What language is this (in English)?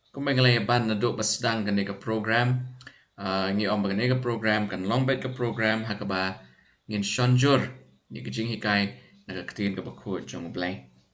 Khasi